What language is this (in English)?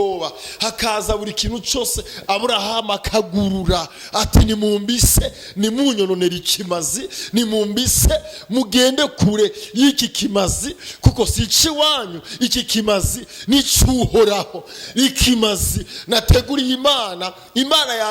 Rundi